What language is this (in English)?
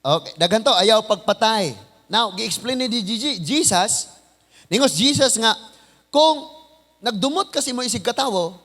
Cebuano